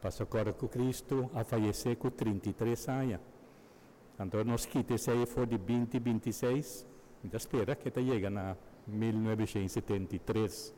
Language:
Papiamento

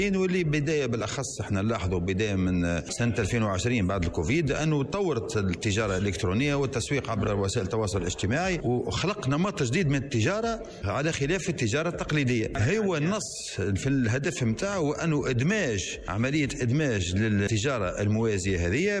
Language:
Tunisian Arabic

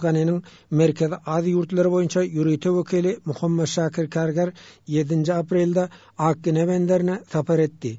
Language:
Turkmen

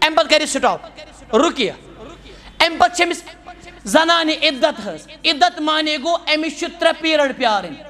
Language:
Kashmiri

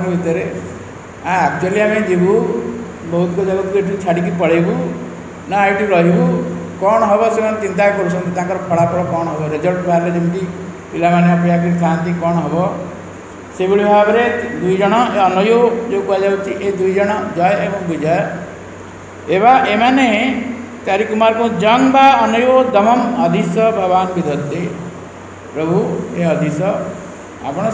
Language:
Odia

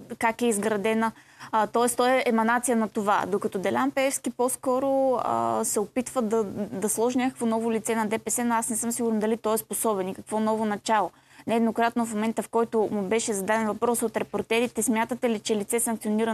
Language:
Bulgarian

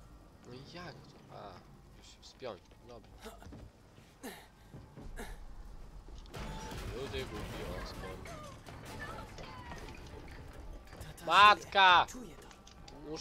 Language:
Polish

